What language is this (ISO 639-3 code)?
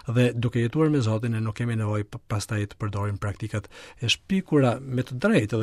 sqi